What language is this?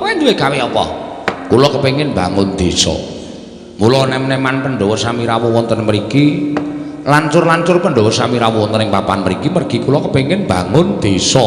Javanese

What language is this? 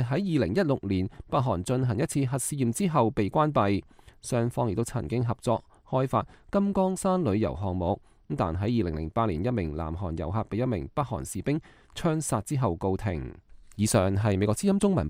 Cantonese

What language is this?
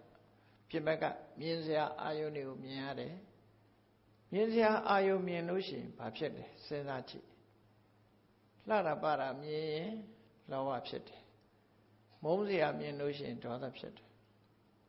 Burmese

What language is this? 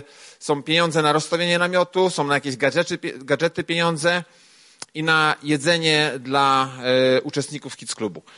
Polish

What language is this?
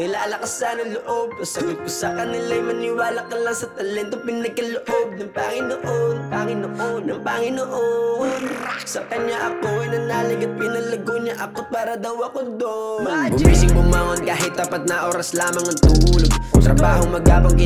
Filipino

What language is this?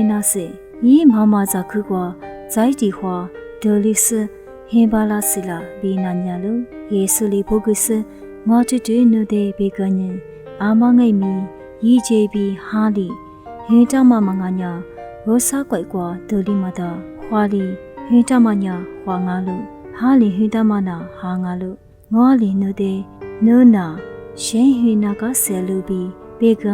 Lisu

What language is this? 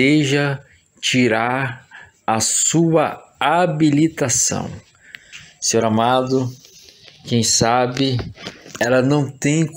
Portuguese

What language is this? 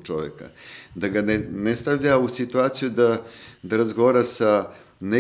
Serbian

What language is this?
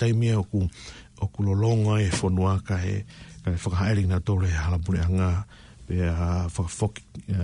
Tongan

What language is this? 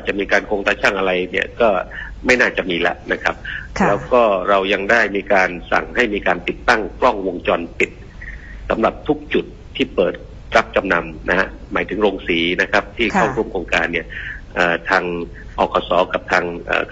Thai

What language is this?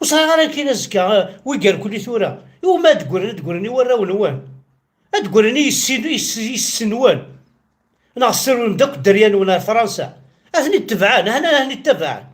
Kabyle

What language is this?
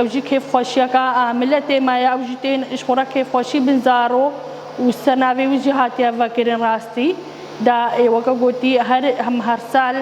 Kurdish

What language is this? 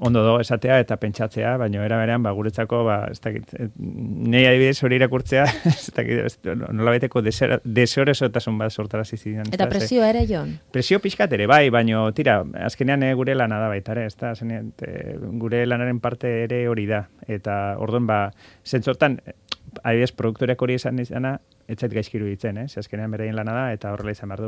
Basque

